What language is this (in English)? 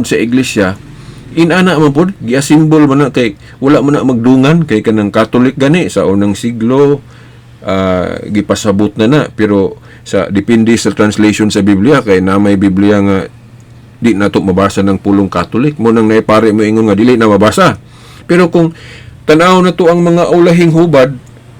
Cebuano